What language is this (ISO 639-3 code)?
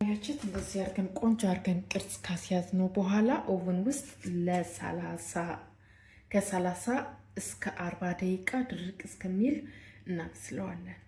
amh